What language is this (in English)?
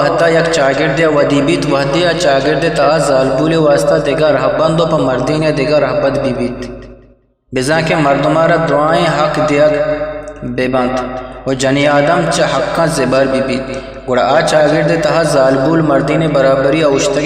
Eastern Balochi